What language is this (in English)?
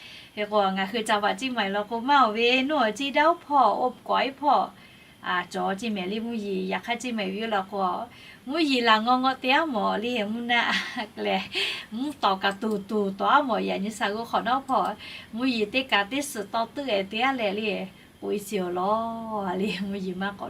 Lahu